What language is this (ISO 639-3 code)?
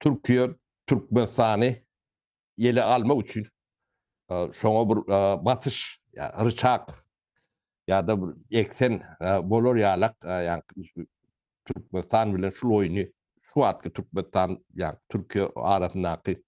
tuk